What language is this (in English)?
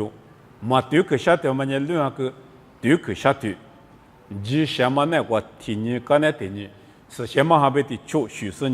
Lisu